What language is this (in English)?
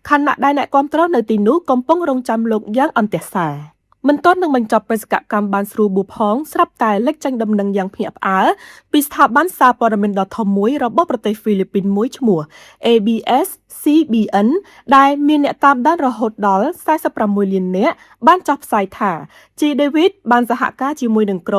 Khmer